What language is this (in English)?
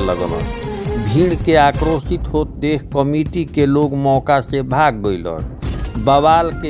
Bhojpuri